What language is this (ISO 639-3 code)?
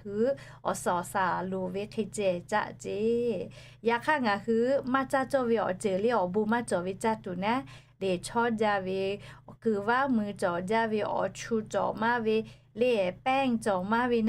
lhu